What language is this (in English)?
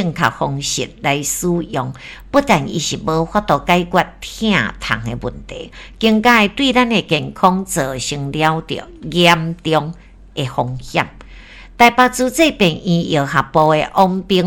Min Nan Chinese